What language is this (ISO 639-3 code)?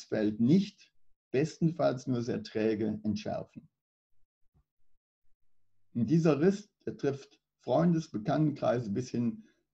deu